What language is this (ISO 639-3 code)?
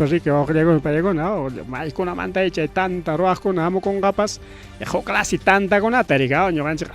quy